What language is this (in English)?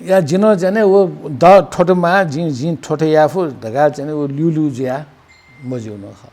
Newari